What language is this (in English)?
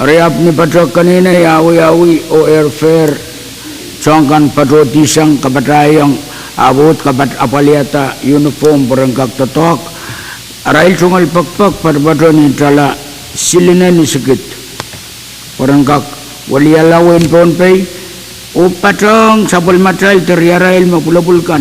Pohnpeian